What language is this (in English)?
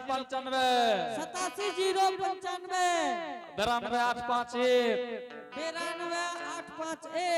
Angika